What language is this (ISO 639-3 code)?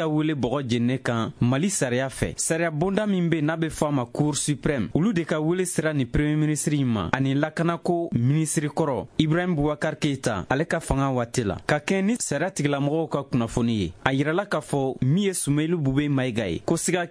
bam